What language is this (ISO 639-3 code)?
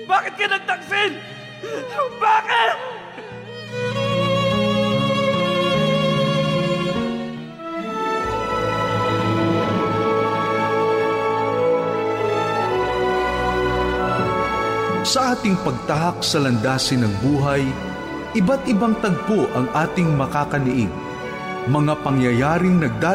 fil